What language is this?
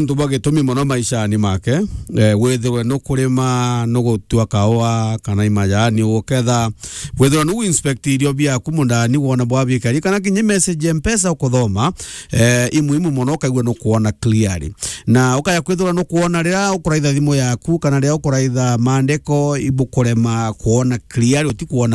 Meru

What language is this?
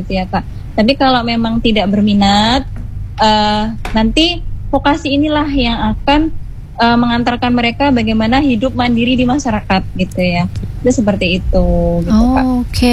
Indonesian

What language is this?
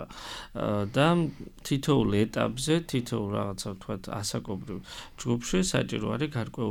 Georgian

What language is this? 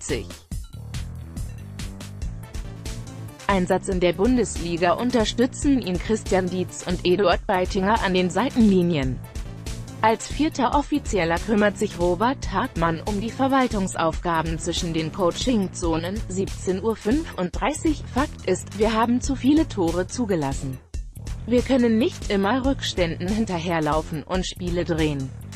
German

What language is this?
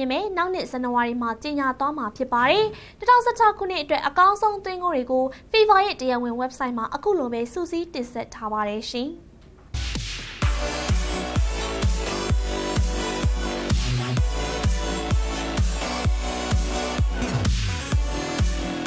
Burmese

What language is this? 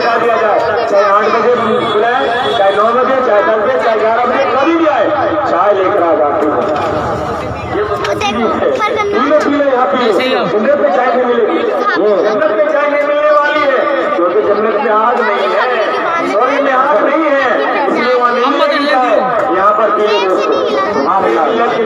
Urdu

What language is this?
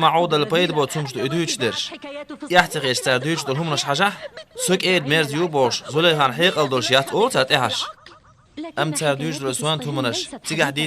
Chechen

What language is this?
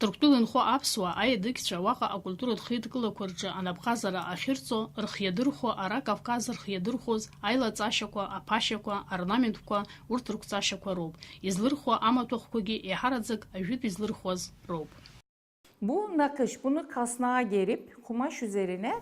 Abkhazian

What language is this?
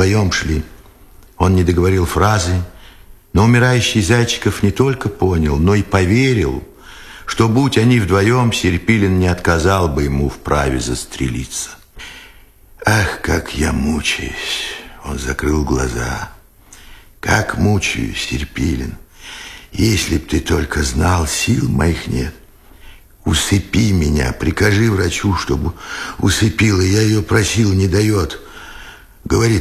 Russian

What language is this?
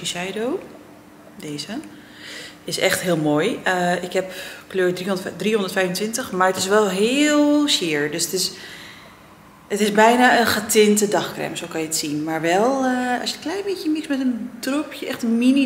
Dutch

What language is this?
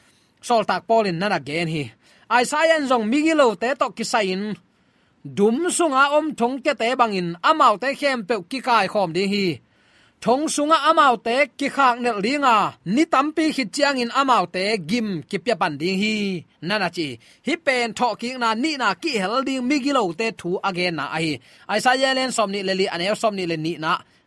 Tedim Chin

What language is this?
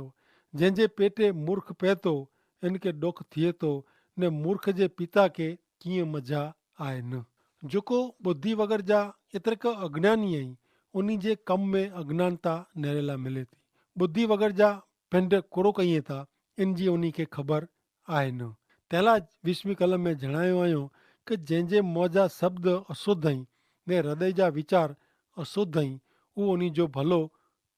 Kachhi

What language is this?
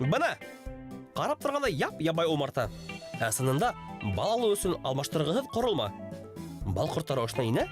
Bashkir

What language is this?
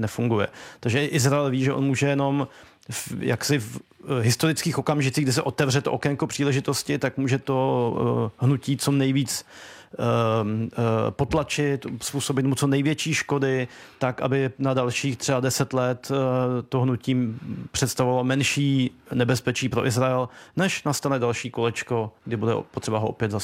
Czech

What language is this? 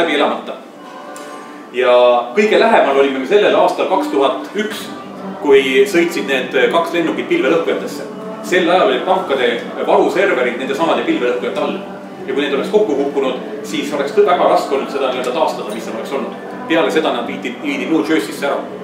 Estonian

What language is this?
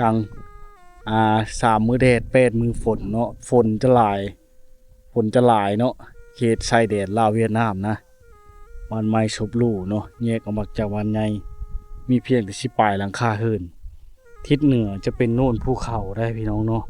Lao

